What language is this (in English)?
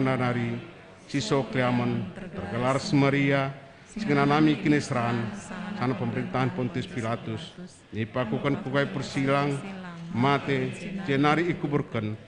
Batak Karo